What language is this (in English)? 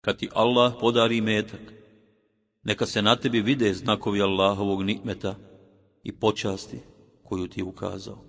Bosnian